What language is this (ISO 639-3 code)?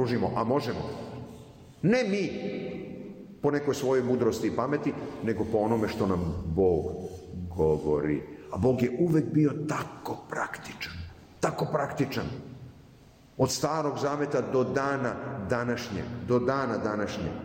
srp